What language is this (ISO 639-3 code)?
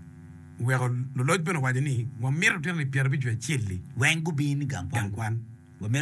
ach